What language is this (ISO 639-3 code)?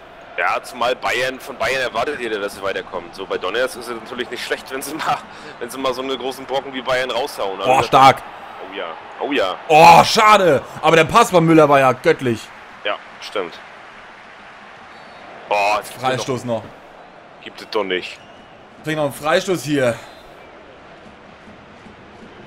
deu